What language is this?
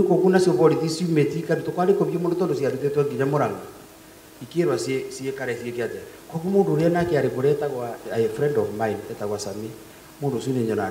Kikuyu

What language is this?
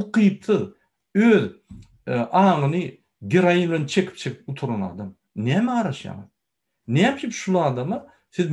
Turkmen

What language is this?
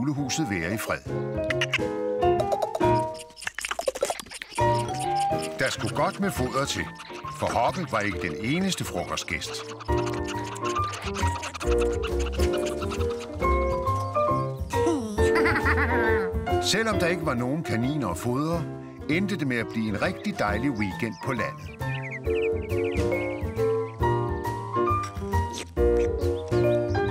Danish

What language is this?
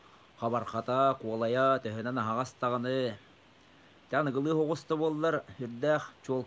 Yakut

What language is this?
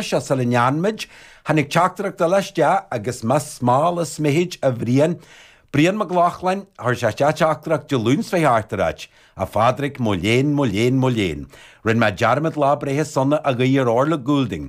Irish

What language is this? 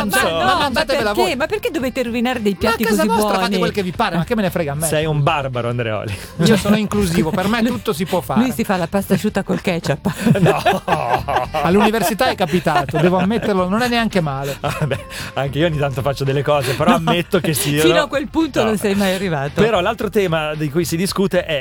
Italian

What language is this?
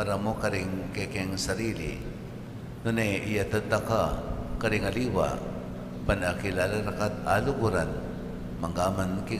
Pampanga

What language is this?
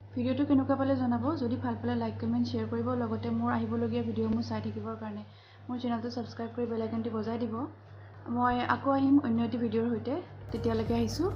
Assamese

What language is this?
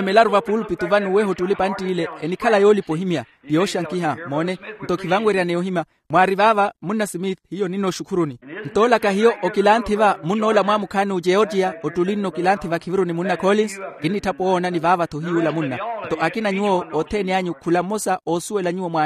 Makhuwa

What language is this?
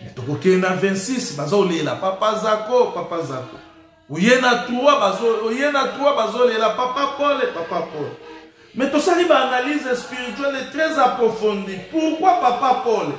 Lingala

